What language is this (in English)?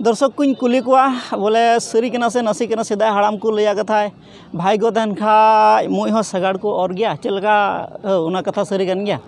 Santali